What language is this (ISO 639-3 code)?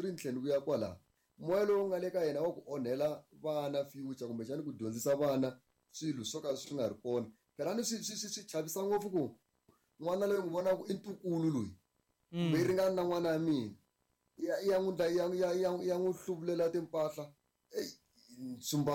tso